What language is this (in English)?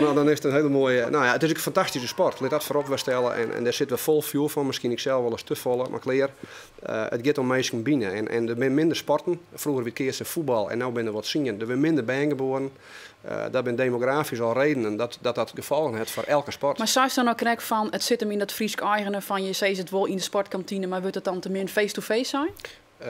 Western Frisian